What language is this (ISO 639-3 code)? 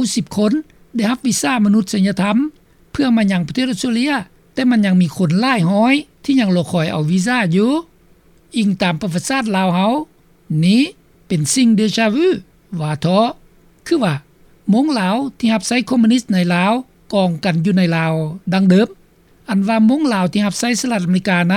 lao